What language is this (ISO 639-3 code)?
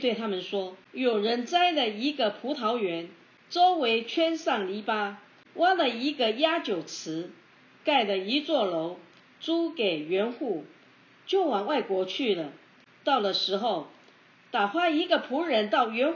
zho